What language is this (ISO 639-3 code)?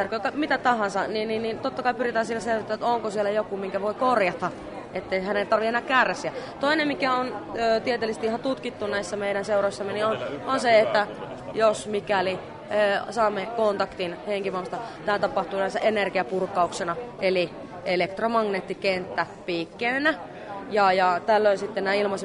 fin